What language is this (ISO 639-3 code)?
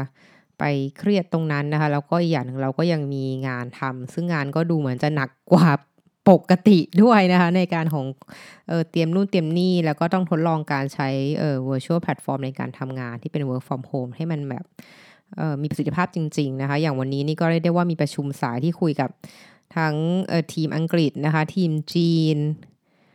tha